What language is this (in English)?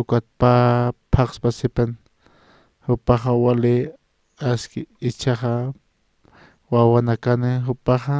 Aymara